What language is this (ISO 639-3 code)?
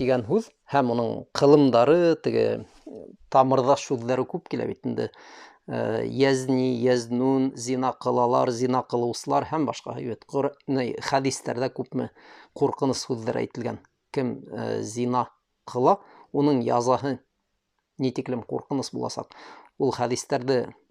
bak